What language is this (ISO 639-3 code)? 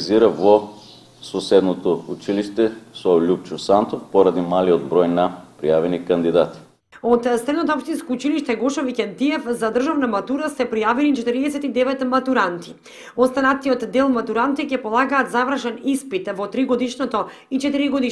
mkd